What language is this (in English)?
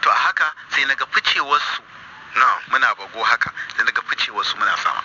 Hausa